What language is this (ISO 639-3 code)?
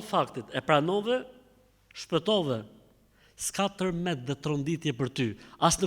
sqi